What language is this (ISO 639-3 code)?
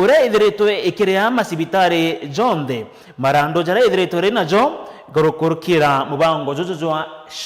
mer